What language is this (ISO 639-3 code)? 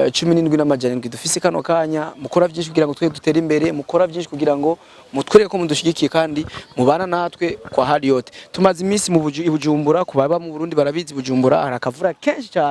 run